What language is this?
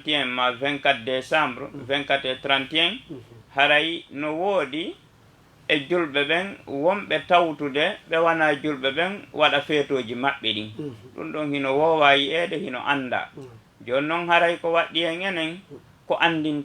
Fula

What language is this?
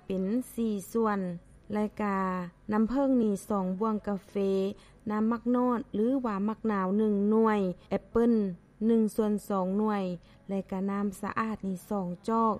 Lao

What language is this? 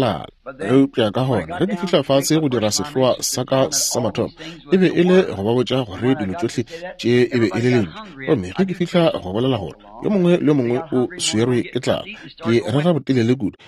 Northern Sotho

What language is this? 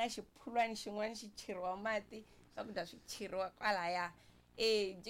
Tsonga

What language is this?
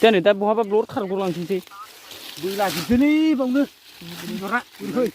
Bodo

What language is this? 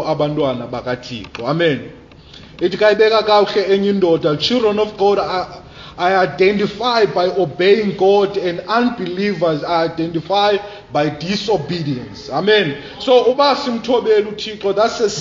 Xhosa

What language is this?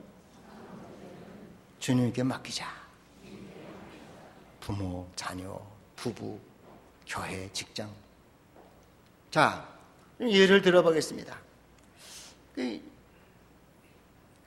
Korean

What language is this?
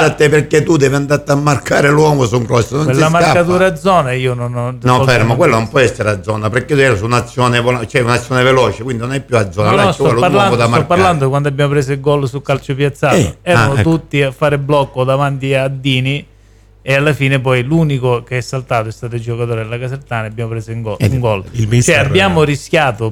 Italian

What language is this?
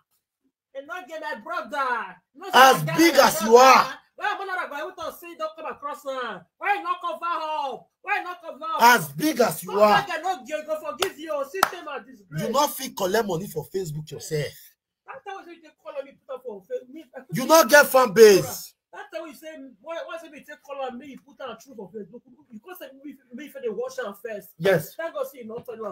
Nigerian Pidgin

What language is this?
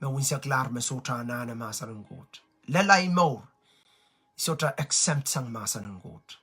Pohnpeian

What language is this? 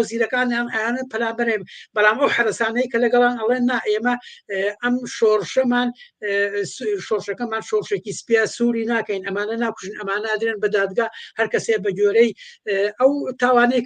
Central Kurdish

